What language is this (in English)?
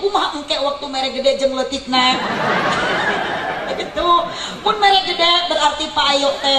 Sundanese